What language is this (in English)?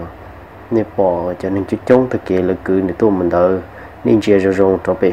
Hmong